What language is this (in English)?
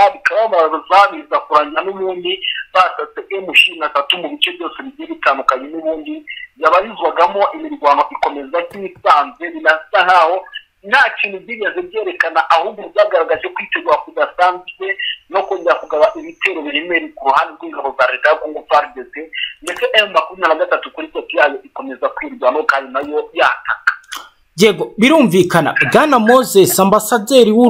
Kinyarwanda